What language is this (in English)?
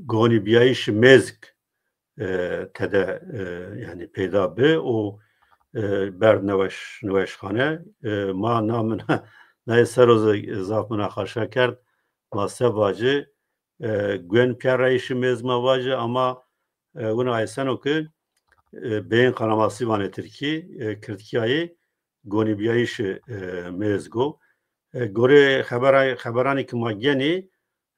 Zaza